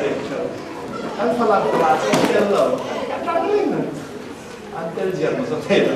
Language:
Falam Chin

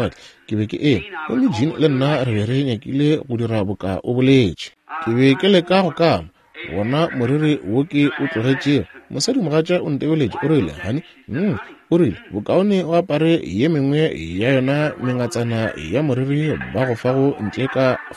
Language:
Northern Sotho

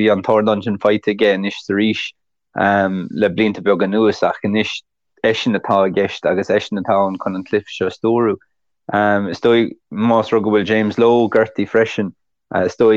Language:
Irish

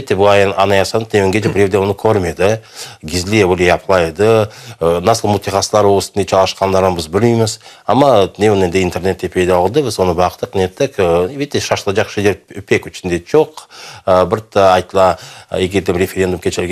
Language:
Crimean Tatar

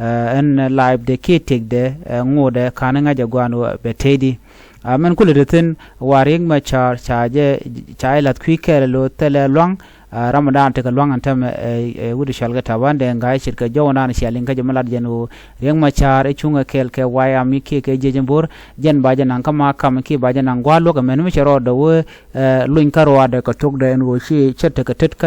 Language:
Nuer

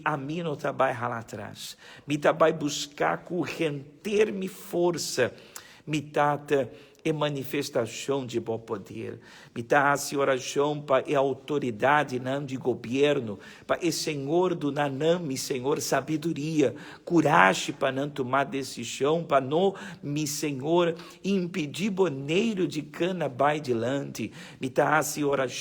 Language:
Papiamento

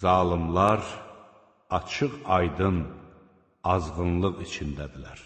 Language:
Azerbaijani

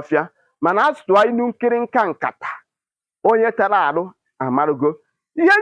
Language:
Igbo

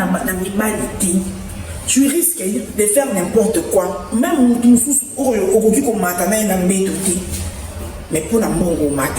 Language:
Lingala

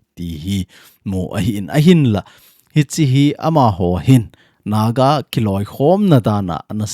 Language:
Thado Chin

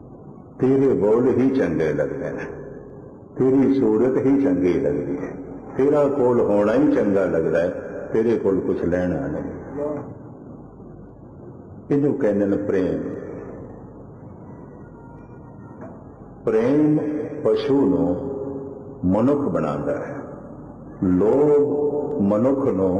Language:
Punjabi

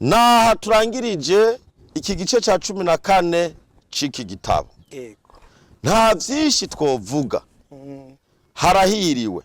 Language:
Rundi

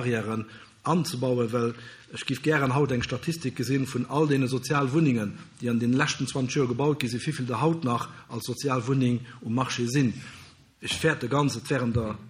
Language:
Luxembourgish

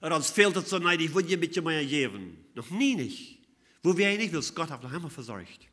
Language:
Plautdietsch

